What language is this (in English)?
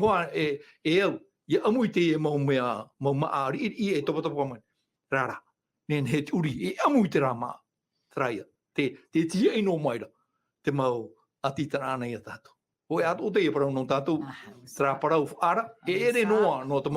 Tahitian